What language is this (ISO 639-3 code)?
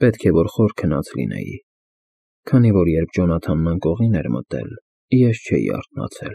hye